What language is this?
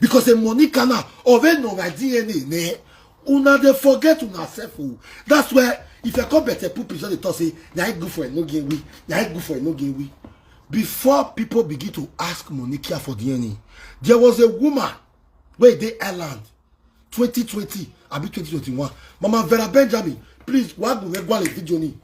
Nigerian Pidgin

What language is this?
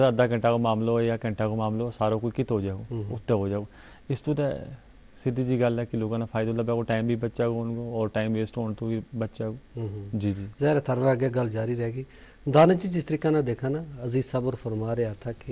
Gujari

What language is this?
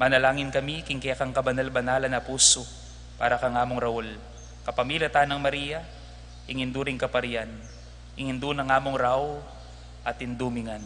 Pampanga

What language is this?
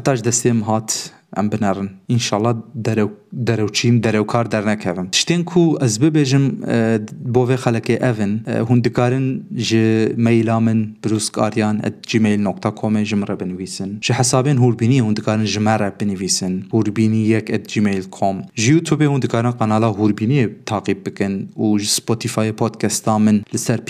Kurdish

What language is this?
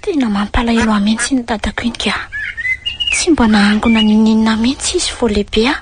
Malagasy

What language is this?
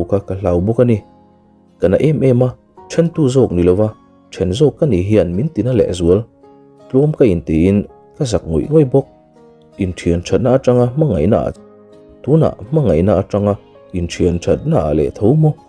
Mizo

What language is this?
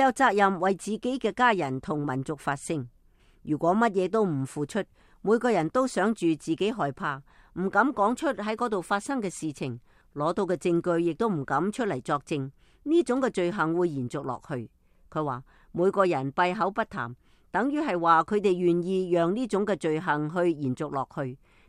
Cantonese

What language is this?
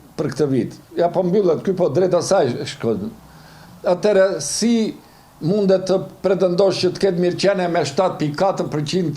Albanian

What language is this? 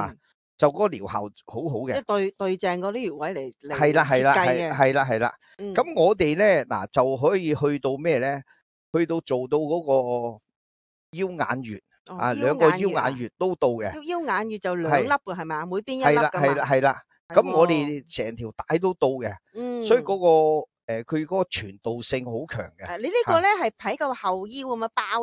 Cantonese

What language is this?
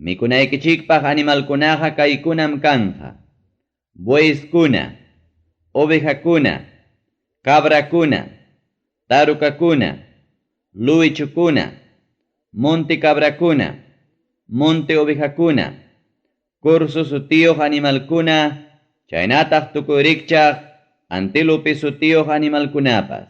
Ayacucho Quechua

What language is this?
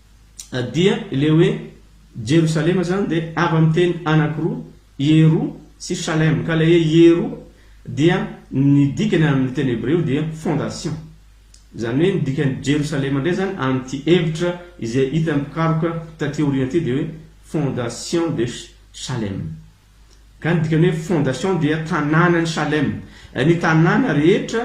Malagasy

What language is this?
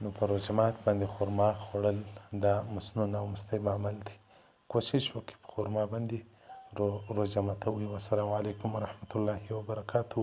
Pashto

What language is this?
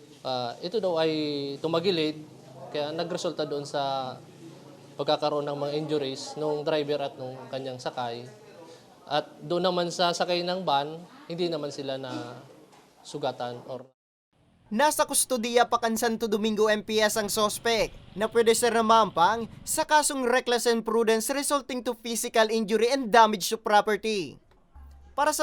Bikol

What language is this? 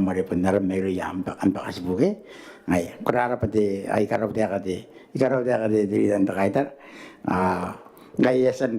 Gilbertese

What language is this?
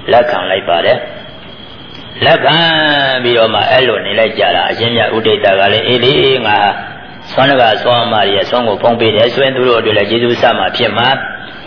Burmese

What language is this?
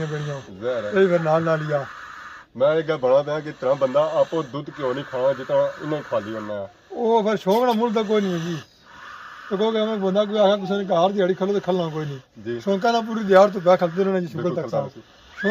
Pahari-Potwari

